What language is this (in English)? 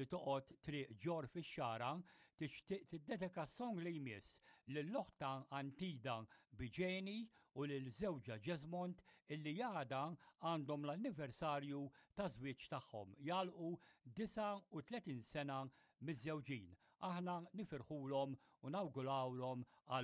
Maltese